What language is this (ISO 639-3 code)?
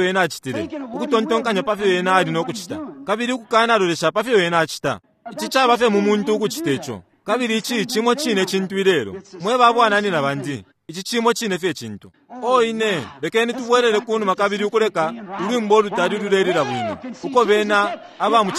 bem